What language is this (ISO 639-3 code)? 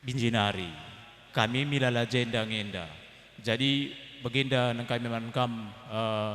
btx